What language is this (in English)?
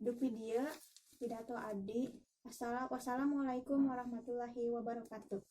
Sundanese